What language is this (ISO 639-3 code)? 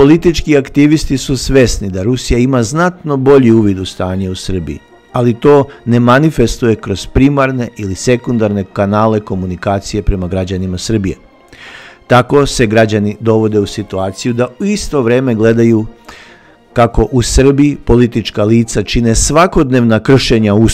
srp